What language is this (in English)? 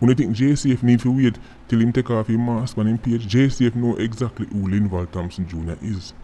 Jamaican Creole English